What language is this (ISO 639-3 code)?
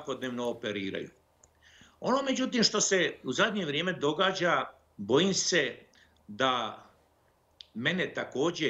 bos